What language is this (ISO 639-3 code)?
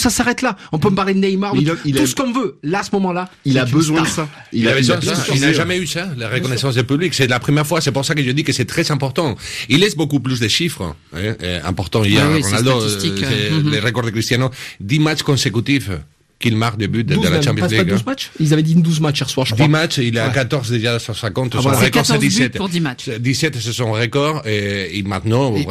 fra